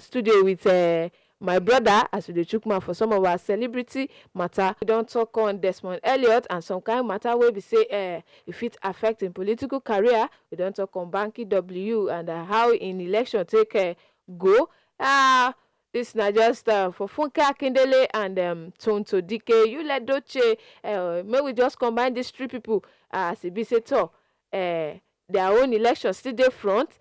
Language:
Nigerian Pidgin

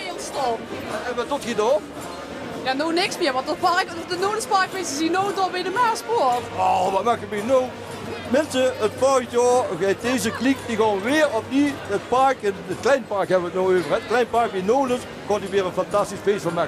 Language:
Limburgish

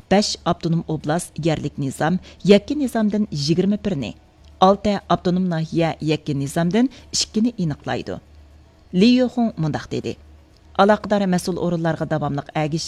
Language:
Uyghur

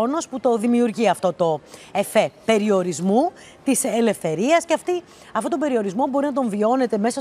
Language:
Greek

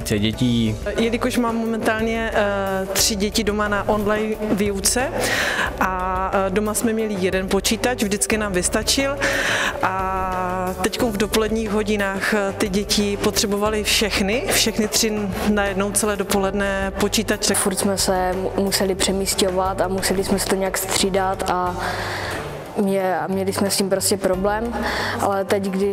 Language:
Czech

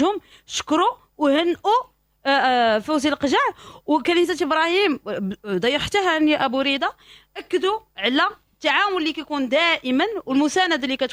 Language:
Moroccan Arabic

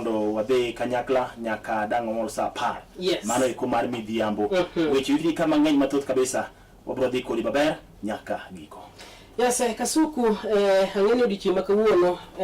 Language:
Luo (Kenya and Tanzania)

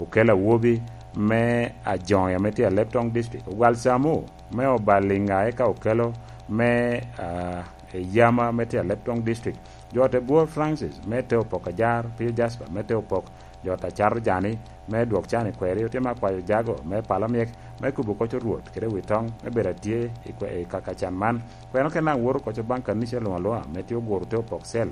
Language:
Lango (Uganda)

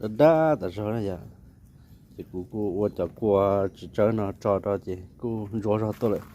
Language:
Hmong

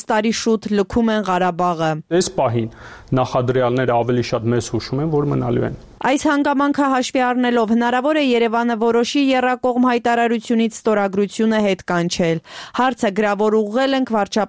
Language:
Armenian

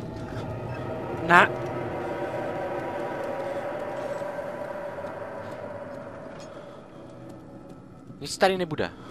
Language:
Czech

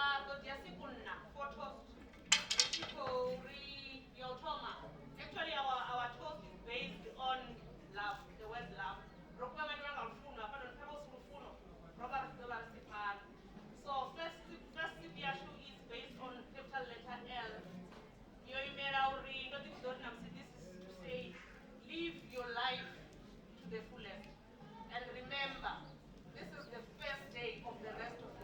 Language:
Venda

